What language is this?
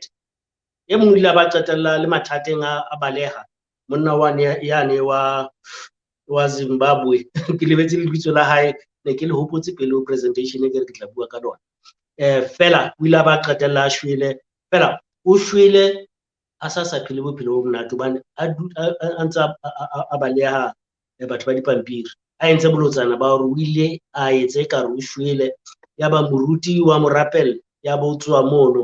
Southern Sotho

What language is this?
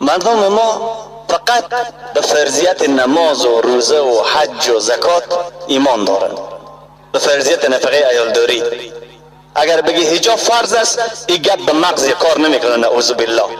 Tajik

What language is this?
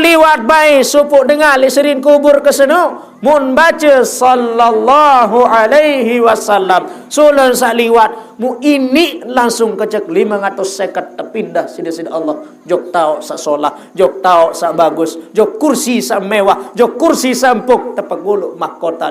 Sasak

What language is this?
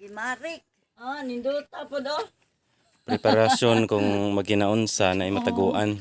Cebuano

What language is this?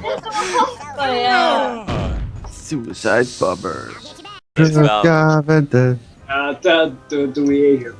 Faroese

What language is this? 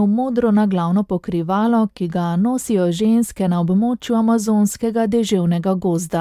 Slovenian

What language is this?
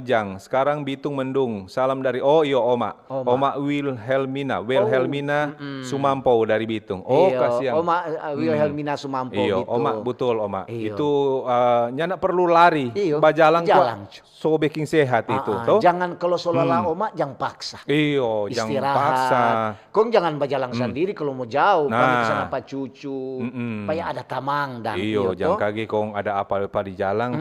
Manado Malay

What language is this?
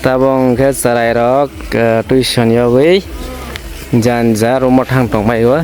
Kok Borok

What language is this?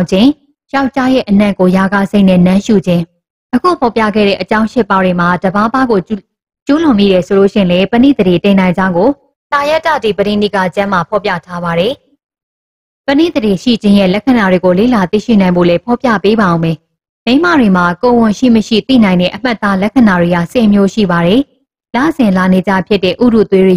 Burmese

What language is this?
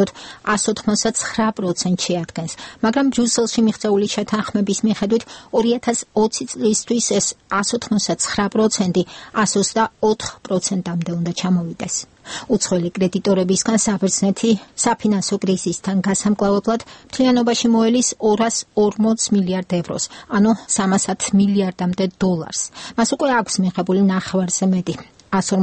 Georgian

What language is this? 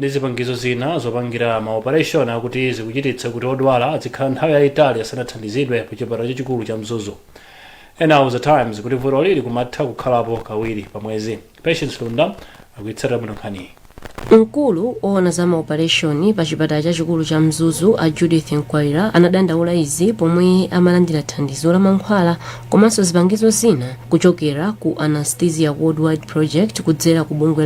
Nyanja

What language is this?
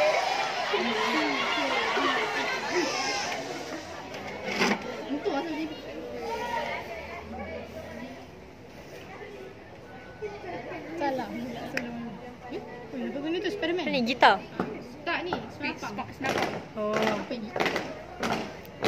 Malay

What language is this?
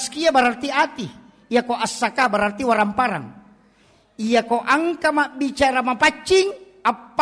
Buginese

